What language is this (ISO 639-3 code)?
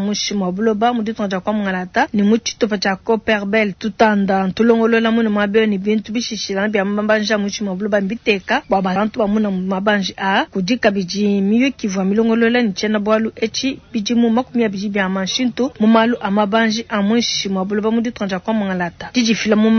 lua